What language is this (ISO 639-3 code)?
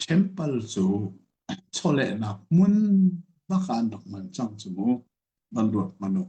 cnh